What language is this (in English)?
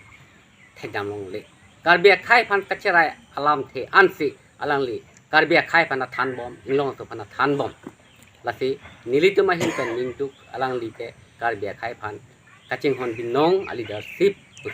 Karbi